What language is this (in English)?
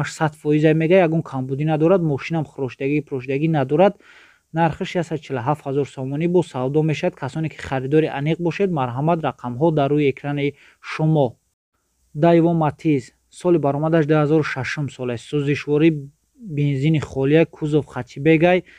Tajik